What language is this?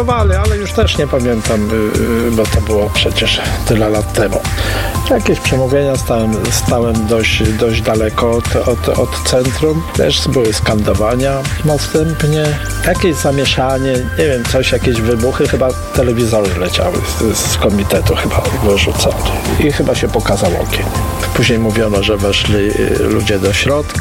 Polish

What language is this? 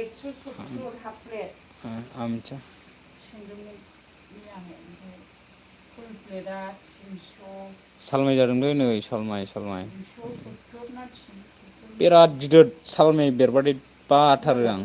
Bodo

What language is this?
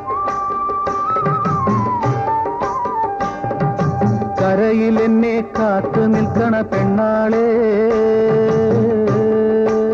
Malayalam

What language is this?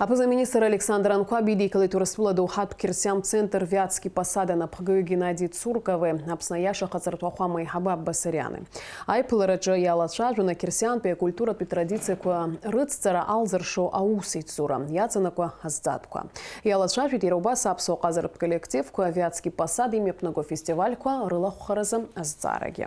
Abkhazian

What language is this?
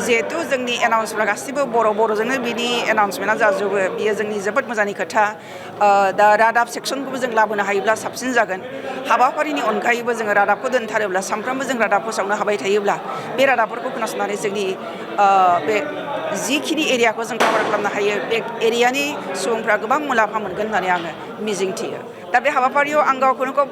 Bodo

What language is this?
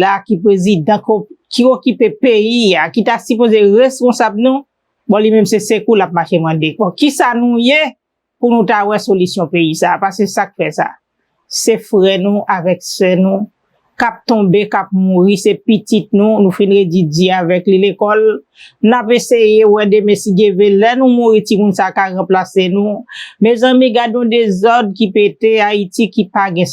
Haitian Creole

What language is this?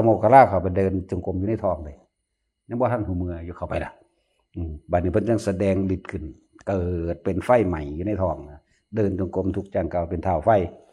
Northeastern Thai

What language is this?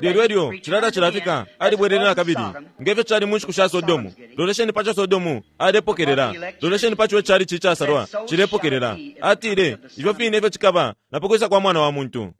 Bemba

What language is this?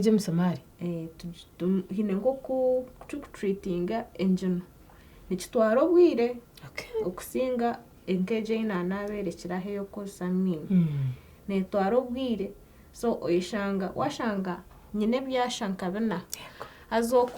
Nyankole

